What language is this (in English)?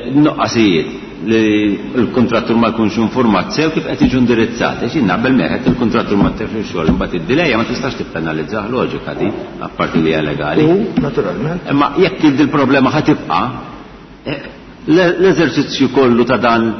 Maltese